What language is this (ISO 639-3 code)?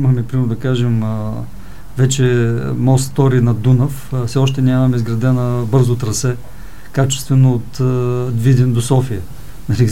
bul